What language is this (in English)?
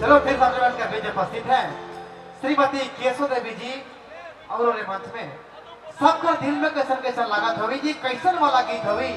Sadri